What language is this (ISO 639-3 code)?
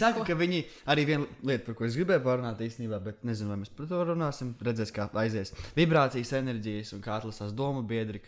lav